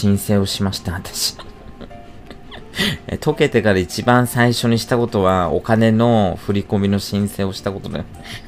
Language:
Japanese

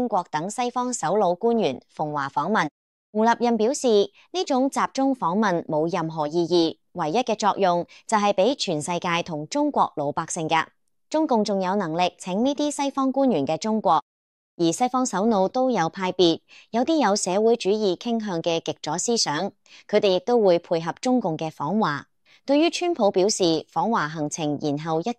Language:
Cantonese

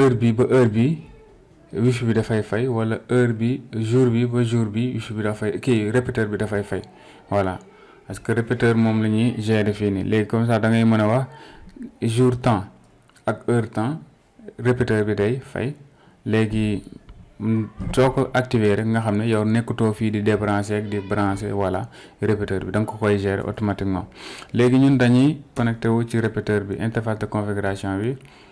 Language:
Wolof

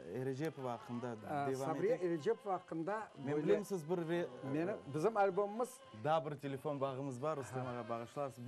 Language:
Crimean Tatar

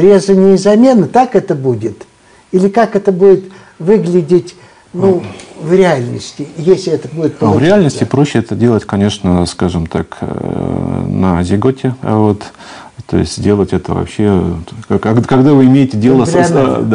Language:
Russian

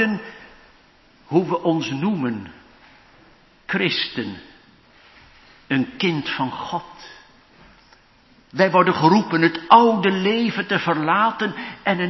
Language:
Dutch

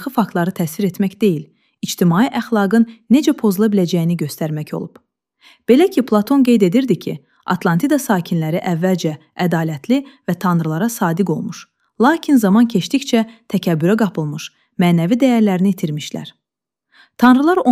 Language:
Azerbaijani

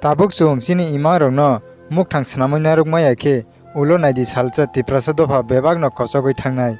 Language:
Kok Borok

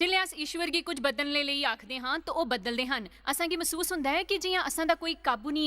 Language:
Dogri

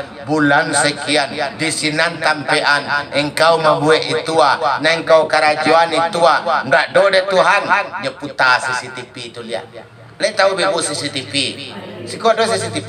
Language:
Minangkabau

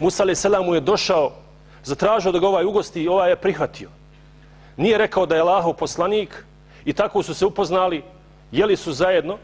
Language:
Bosnian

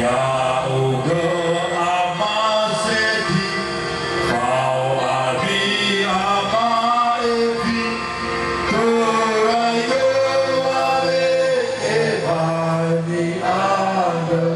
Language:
Nias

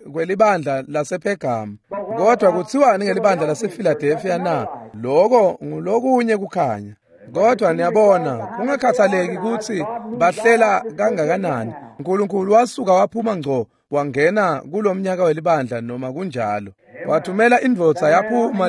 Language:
Swati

